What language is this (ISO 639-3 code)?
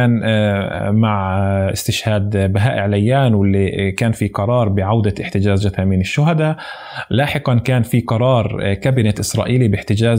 apc